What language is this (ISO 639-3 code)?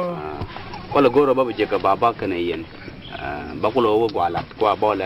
nus